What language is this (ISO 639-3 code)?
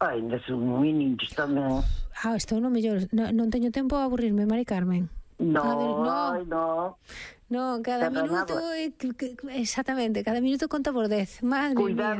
glg